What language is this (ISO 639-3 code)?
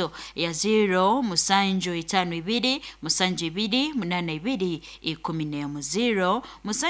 nyn